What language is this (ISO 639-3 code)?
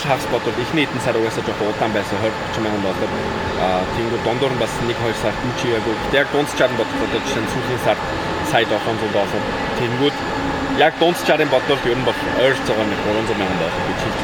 mon